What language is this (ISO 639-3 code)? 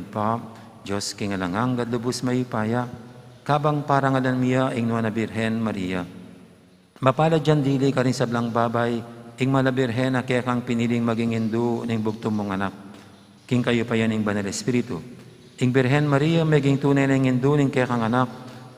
pam